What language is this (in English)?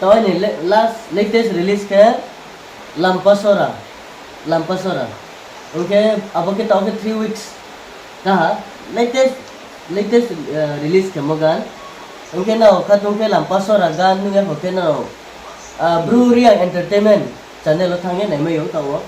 Riang (India)